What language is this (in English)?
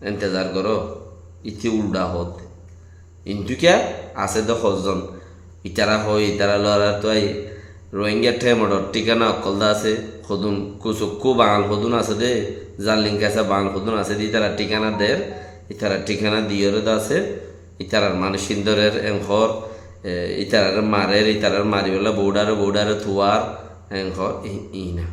Rohingya